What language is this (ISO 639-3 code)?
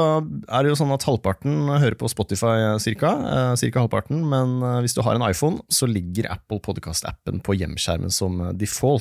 nor